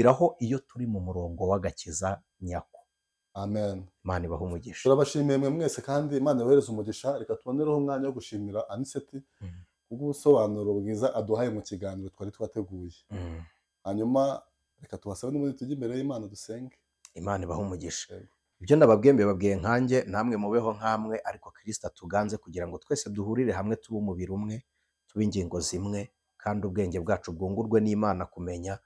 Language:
Kinyarwanda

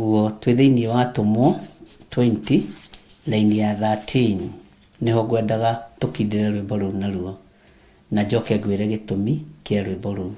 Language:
Kikuyu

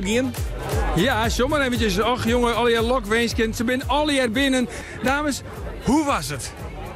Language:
Western Frisian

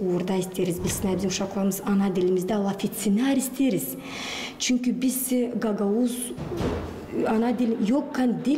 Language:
Gagauz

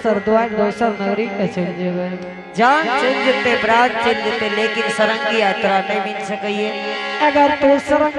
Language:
Angika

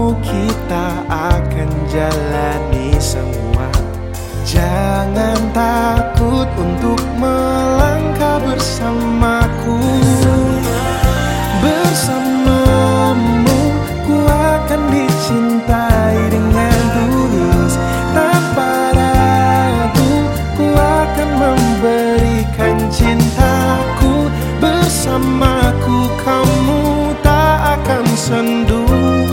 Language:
Indonesian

